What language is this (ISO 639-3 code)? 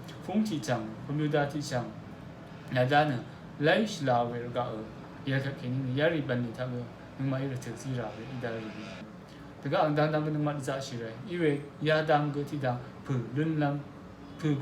raw